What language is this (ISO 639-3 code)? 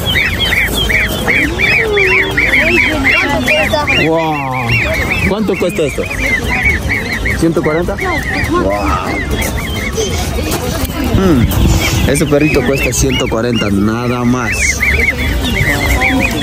spa